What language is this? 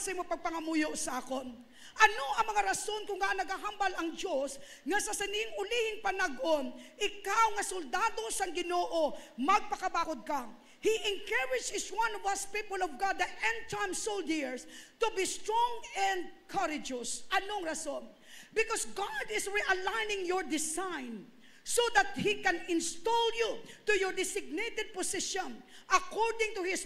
Hiligaynon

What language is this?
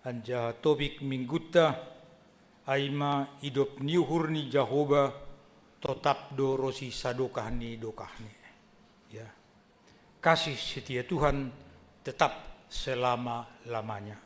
Batak Simalungun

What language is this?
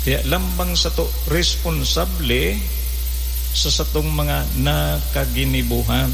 Bikol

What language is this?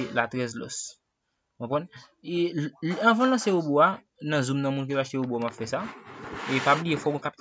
Haitian Creole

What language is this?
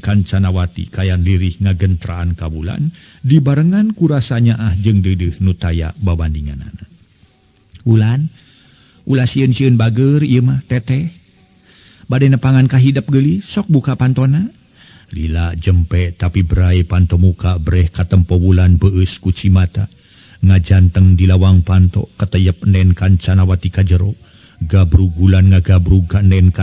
Sundanese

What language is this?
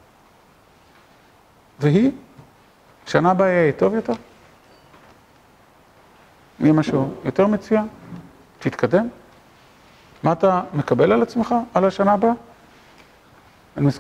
Hebrew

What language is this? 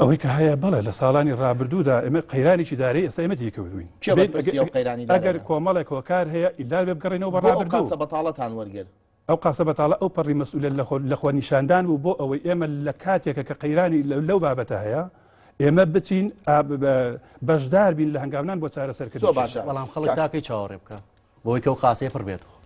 Central Kurdish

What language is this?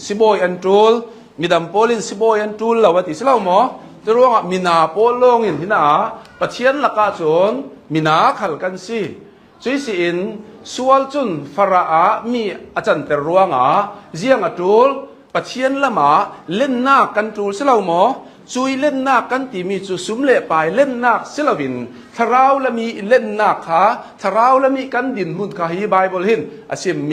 Hakha Chin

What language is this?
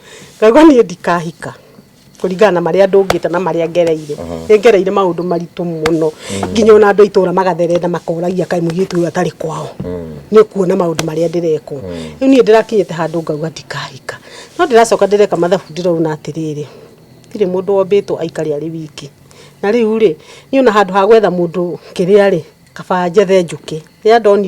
Kikuyu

